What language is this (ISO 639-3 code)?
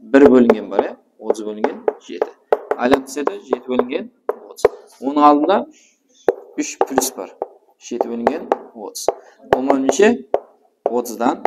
kaa